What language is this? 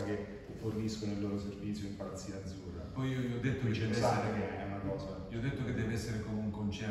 Italian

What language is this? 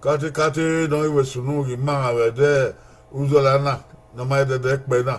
Bini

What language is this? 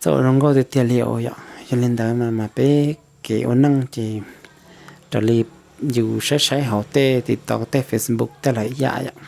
Hmong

